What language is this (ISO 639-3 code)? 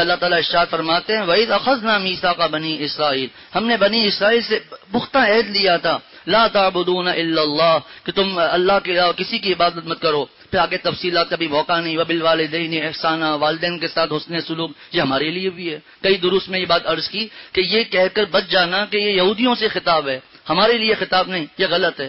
urd